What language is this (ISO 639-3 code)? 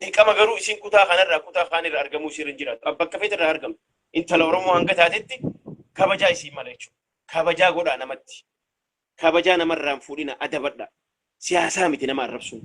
orm